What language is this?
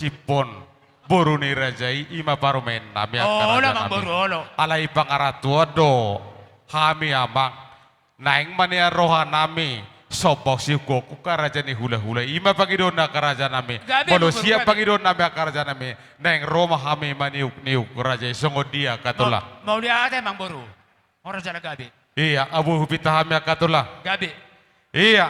Batak Toba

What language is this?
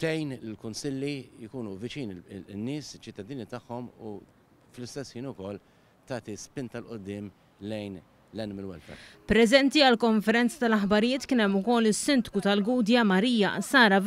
Maltese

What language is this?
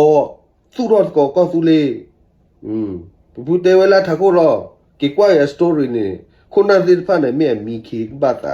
S'gaw Karen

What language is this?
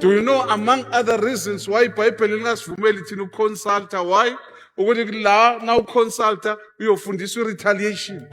Zulu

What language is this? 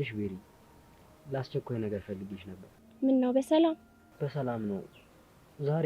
Amharic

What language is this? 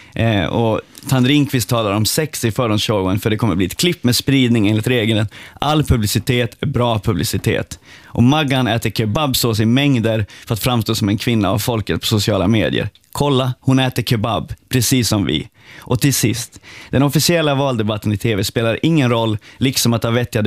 Swedish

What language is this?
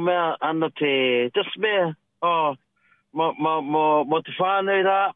Māori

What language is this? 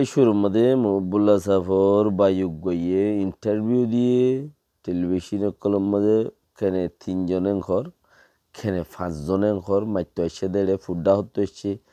Rohingya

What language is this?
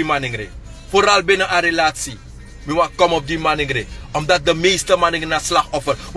Sranan Tongo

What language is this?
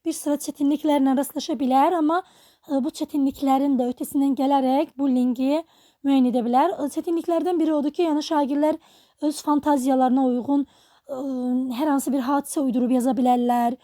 Azerbaijani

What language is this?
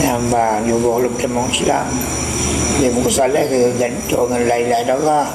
Achinese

